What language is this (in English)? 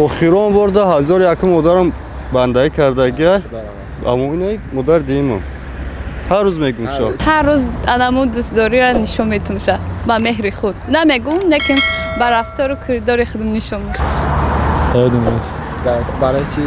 Tajik